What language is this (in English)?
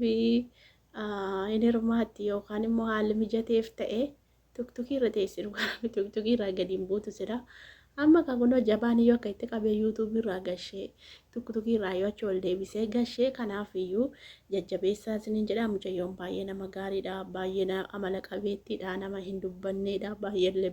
Oromo